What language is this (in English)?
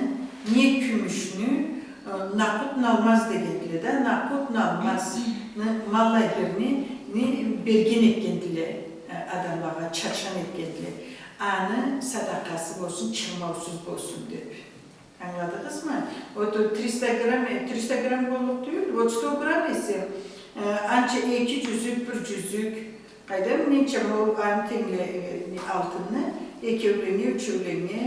Karachay-Balkar